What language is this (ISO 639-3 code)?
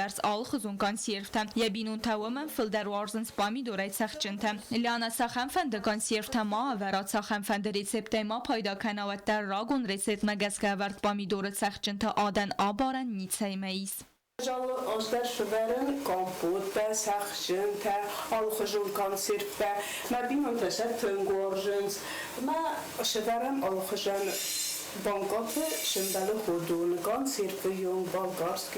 oss